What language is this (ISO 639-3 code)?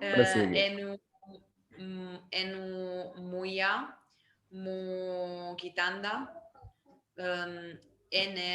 kmb